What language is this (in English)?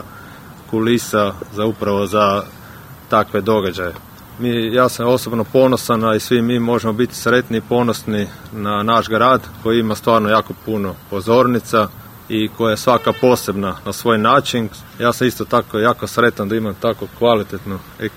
Croatian